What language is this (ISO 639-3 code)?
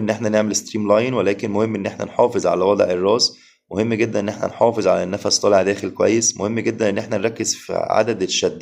arz